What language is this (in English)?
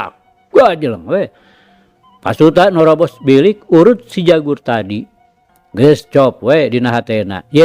Sundanese